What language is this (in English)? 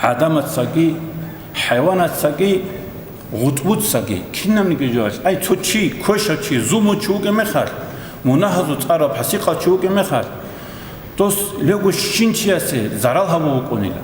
Avaric